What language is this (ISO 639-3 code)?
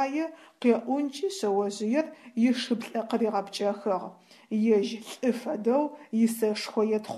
ady